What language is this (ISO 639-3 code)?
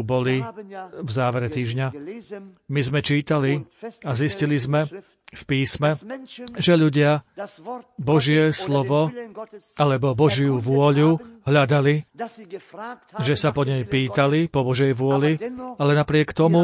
slk